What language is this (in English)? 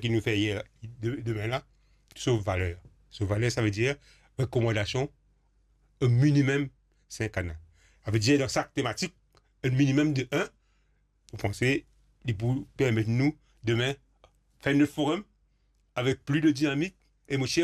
Morisyen